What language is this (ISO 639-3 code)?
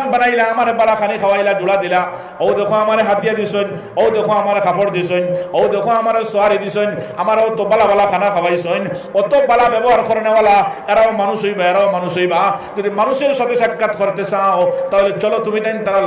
syl